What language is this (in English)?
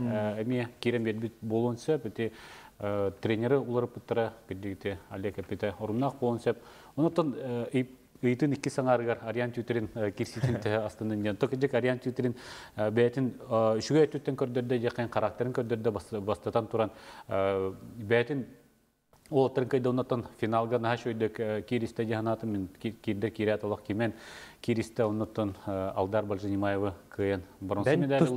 Yakut